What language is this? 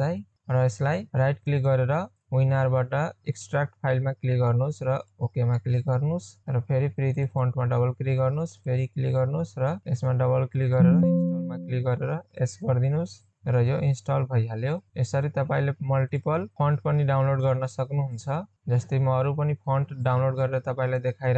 Nepali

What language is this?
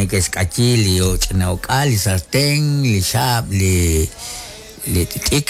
Kekchí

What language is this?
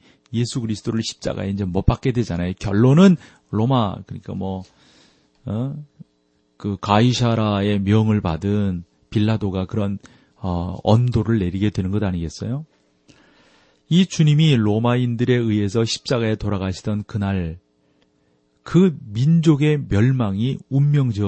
Korean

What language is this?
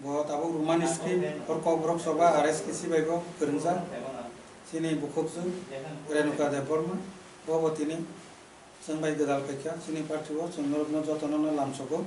Kok Borok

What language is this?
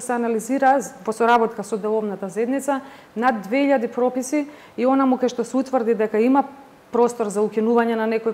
Macedonian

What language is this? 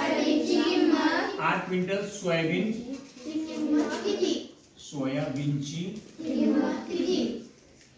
Marathi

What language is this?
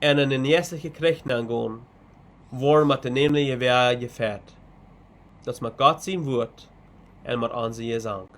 Plautdietsch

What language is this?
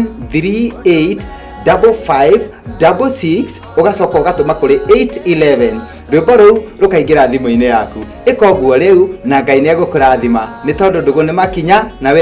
Kikuyu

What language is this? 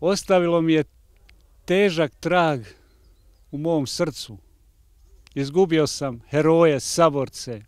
Bosnian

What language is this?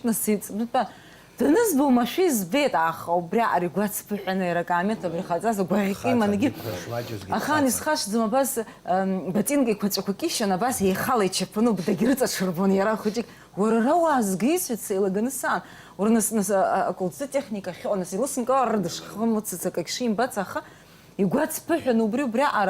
Abkhazian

